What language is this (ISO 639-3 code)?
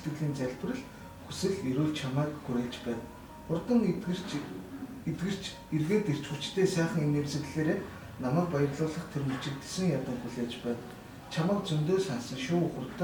mon